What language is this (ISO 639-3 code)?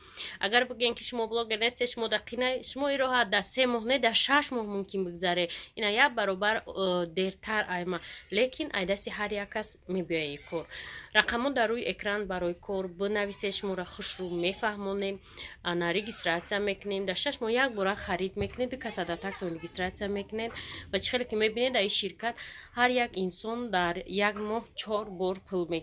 tgk